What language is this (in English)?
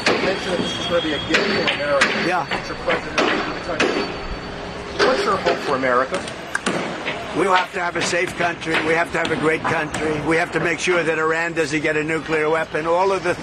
English